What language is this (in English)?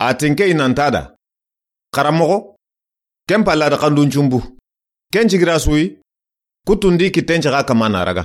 Soninke